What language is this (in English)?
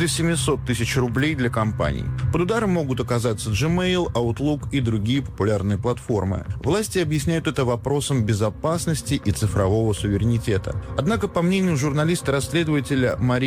Russian